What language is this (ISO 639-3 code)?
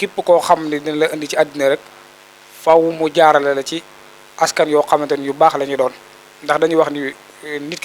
wol